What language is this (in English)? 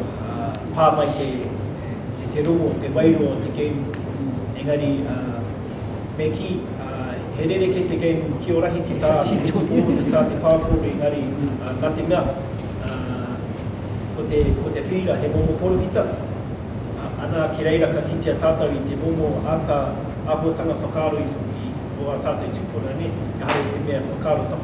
Māori